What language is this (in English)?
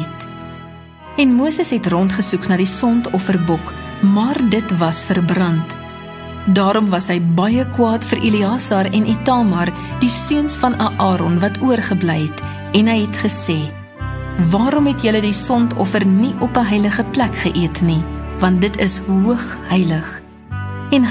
Afrikaans